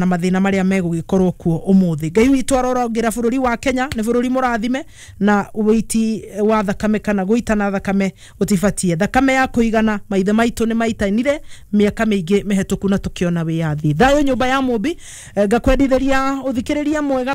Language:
Kikuyu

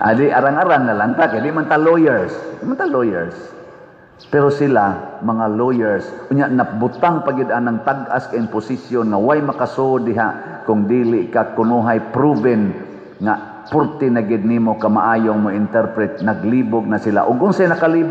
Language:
Cebuano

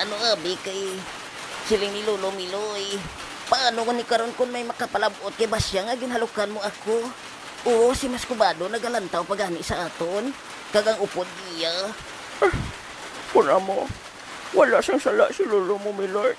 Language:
Hiligaynon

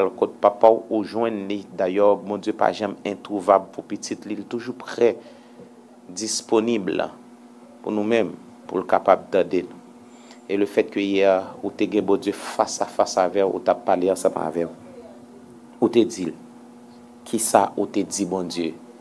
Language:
Haitian Creole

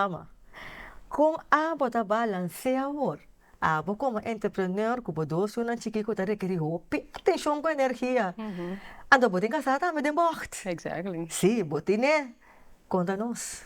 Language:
Papiamento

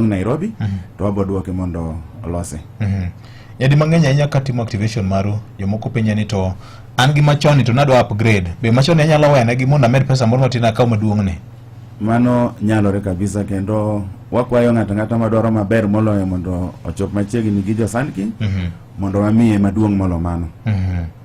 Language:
Luo (Kenya and Tanzania)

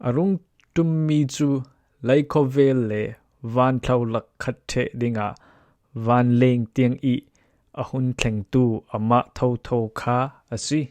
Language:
Falam Chin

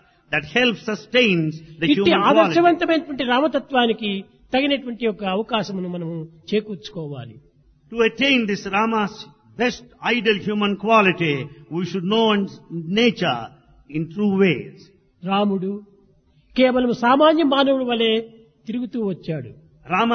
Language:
Telugu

